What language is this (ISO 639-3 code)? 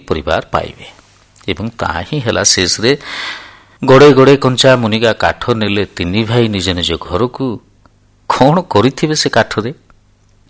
ori